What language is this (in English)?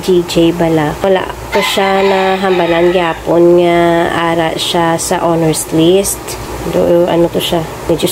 Hiligaynon